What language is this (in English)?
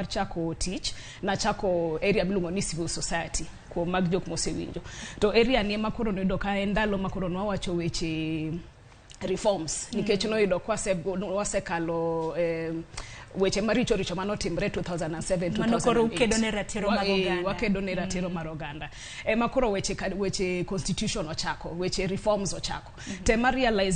Luo (Kenya and Tanzania)